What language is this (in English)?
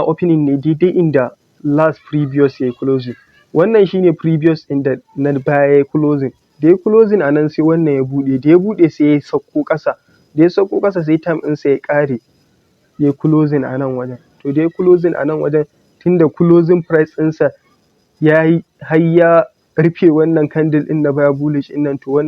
Hausa